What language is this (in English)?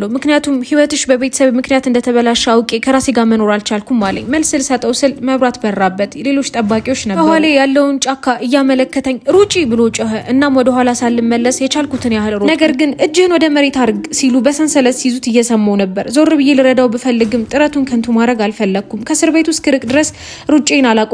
Amharic